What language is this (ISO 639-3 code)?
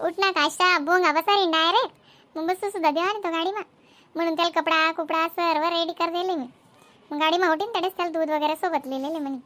khn